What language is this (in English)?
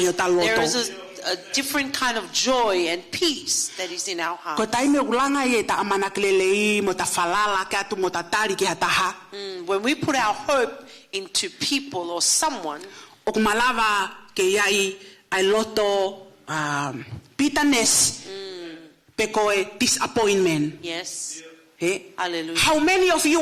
Tongan